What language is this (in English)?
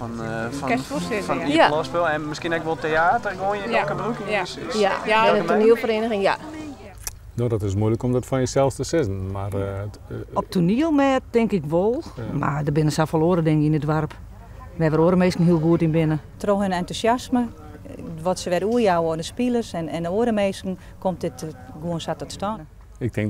Western Frisian